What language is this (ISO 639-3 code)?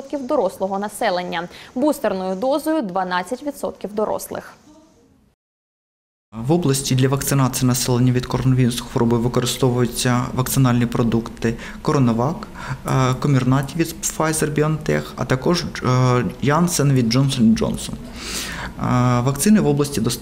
ukr